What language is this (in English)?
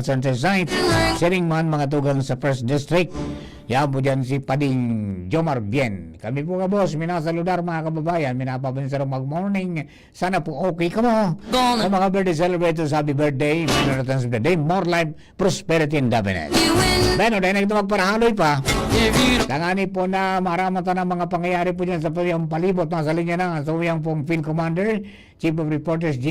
Bikol